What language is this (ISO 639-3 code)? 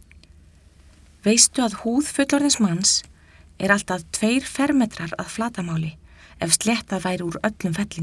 isl